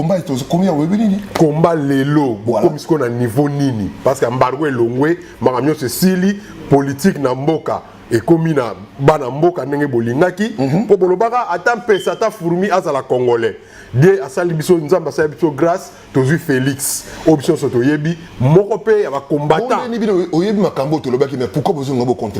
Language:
Lingala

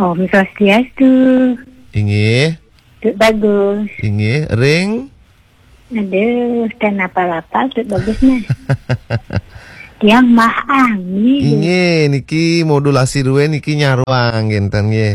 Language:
Balinese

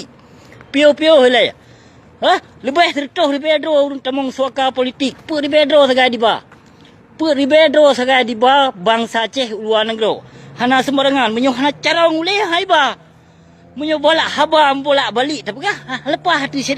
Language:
Achinese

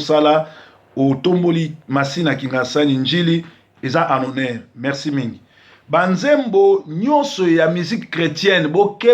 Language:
Lingala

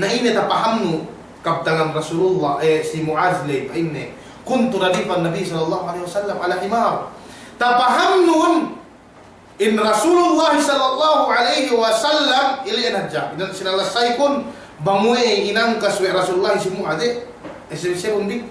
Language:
Yakan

